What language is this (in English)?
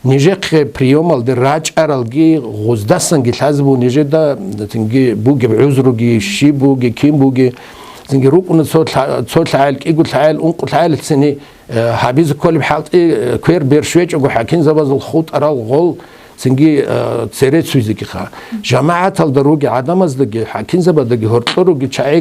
Avaric